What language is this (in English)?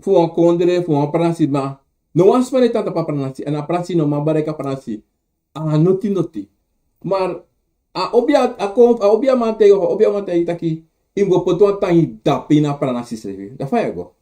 Sranan Tongo